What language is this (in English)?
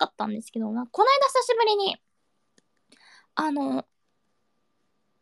Japanese